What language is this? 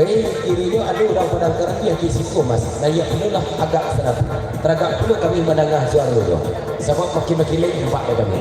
Minangkabau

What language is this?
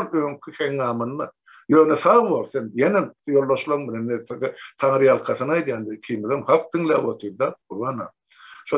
Turkmen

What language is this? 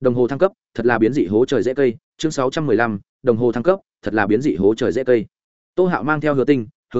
Vietnamese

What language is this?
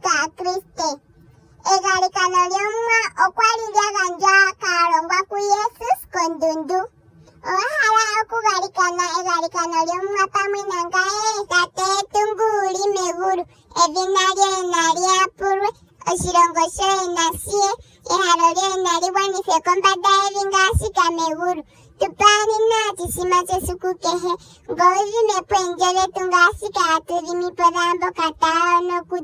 Ndonga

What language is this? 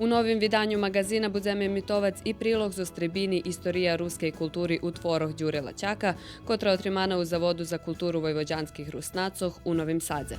Rusyn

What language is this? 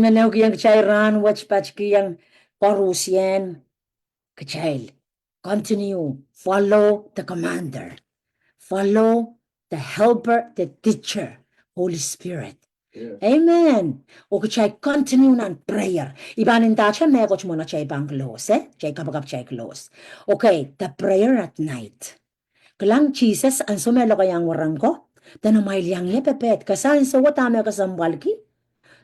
Pohnpeian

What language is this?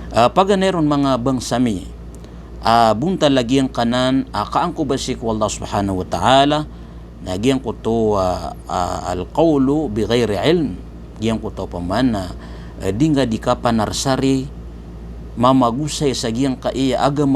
Maranao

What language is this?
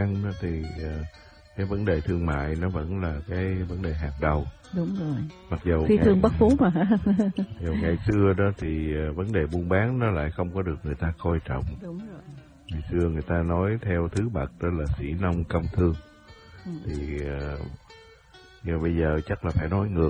Vietnamese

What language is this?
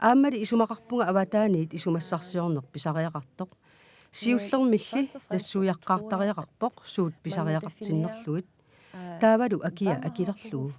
Kalaallisut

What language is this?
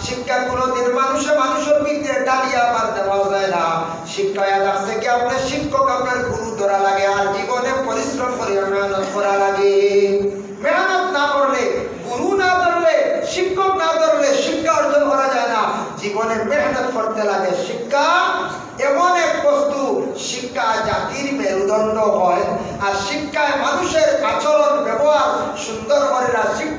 Sylheti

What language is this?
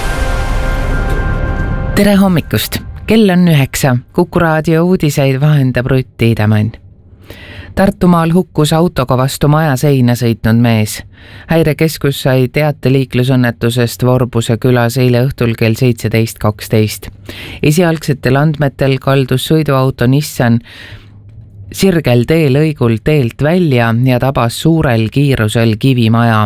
Estonian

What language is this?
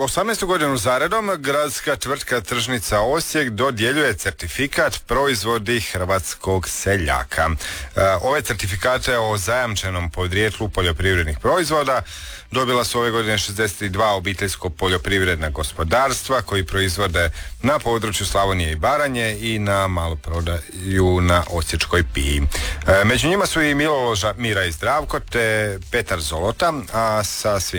Croatian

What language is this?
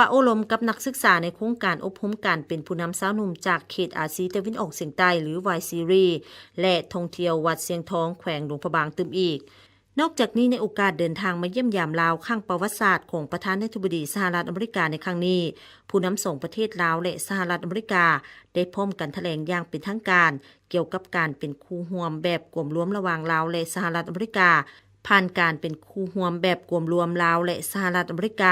Lao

